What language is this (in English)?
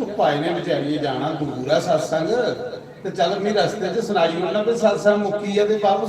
Dogri